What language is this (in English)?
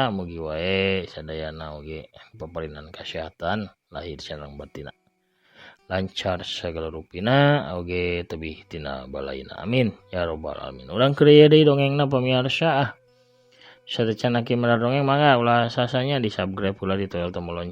Sundanese